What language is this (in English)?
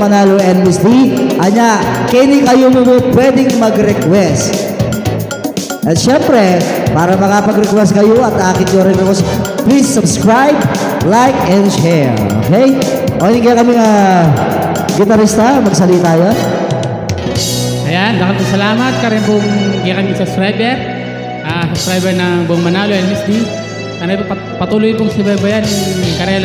Pampanga